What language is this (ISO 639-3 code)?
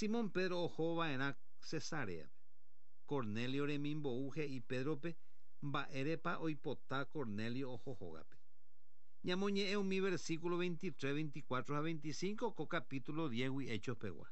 grn